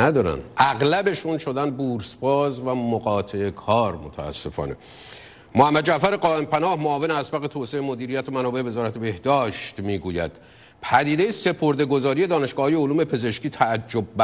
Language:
Persian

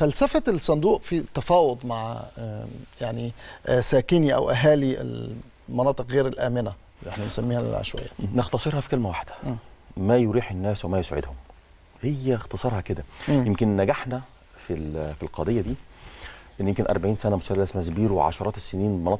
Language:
Egyptian Arabic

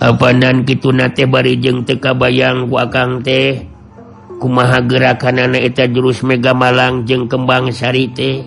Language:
Sundanese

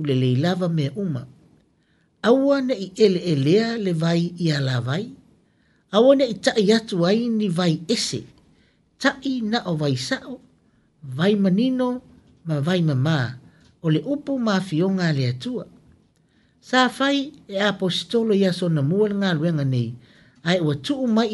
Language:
Samoan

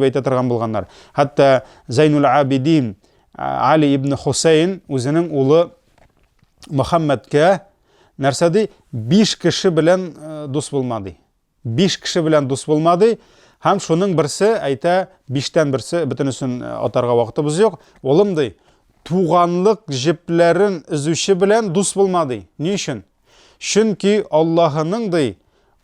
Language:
Tatar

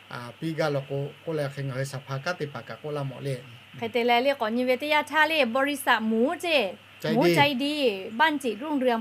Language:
Lahu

